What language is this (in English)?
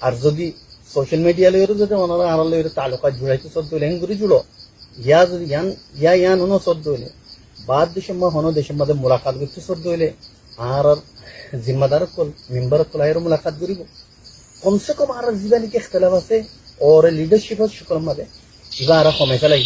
Rohingya